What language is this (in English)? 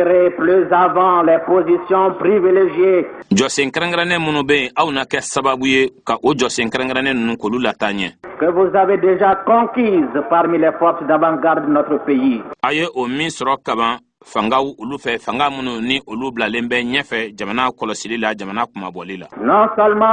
Bambara